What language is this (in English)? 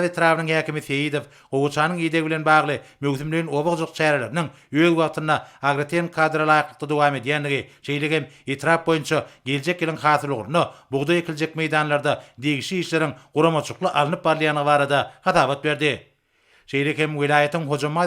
Turkmen